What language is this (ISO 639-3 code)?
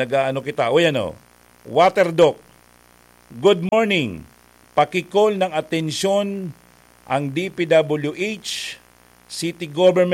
bik